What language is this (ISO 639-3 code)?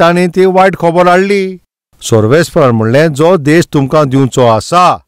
kok